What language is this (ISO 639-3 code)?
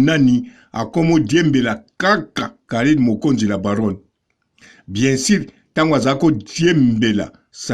lin